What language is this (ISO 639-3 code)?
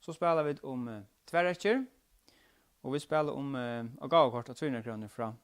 fao